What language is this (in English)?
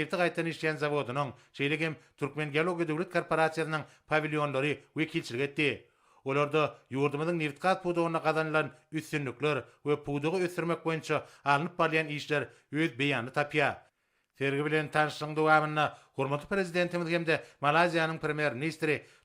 Turkmen